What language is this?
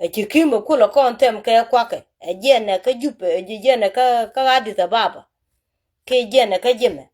Nuer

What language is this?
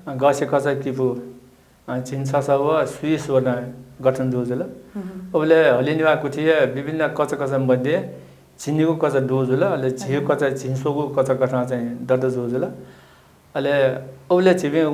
Newari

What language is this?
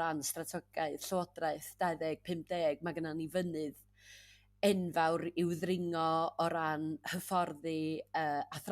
Welsh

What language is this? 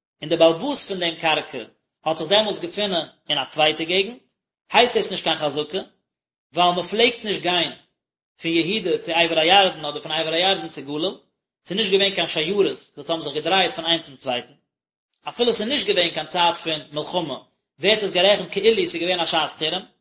Yiddish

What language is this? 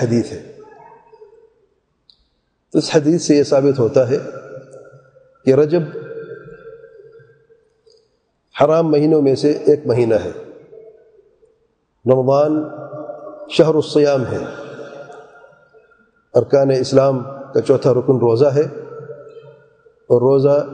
Urdu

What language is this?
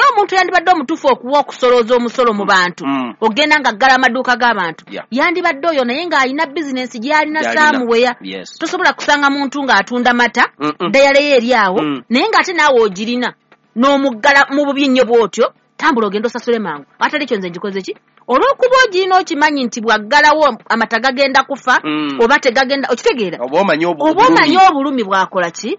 Ganda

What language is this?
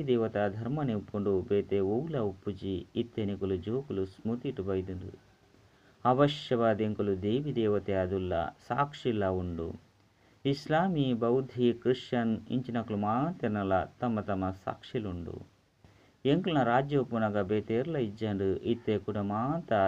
Tulu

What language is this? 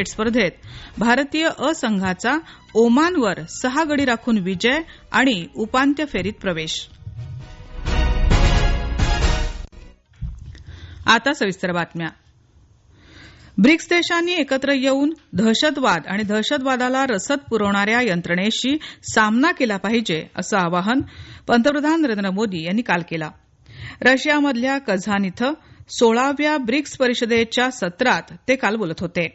Marathi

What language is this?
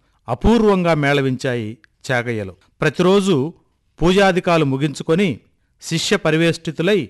Telugu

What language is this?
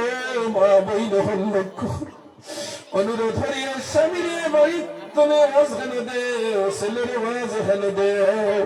Sylheti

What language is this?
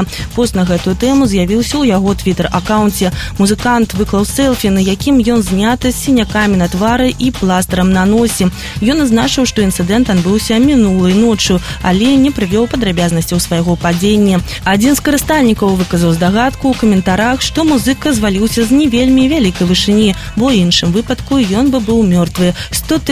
Belarusian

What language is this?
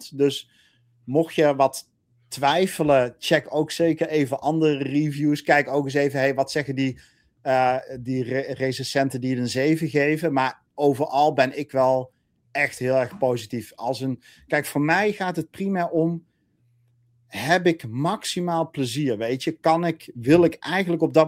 Dutch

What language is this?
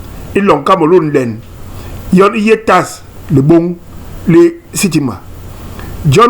Basaa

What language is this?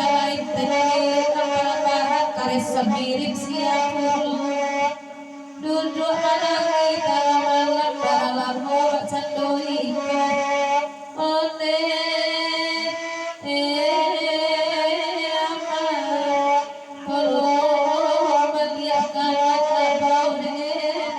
Minangkabau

